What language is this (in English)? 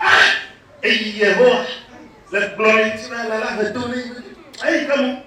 Ewe